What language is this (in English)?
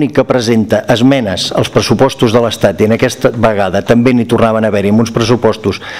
Catalan